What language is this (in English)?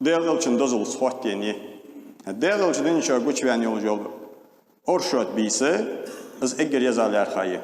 Ingush